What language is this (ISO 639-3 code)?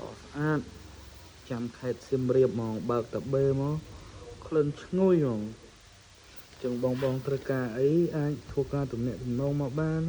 khm